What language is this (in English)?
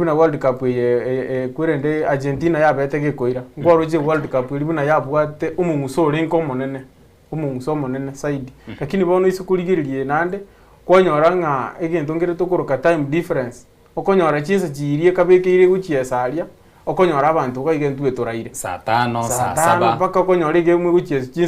Gusii